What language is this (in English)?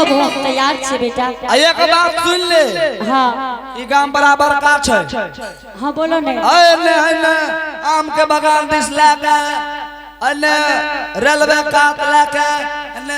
Angika